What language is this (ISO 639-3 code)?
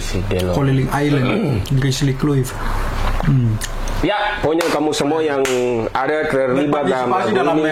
abs